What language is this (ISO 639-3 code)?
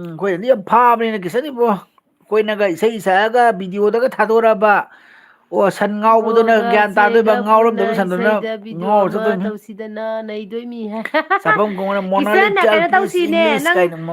mni